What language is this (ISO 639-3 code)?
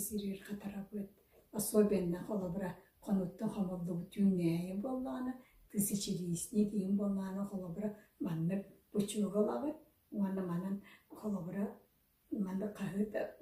sah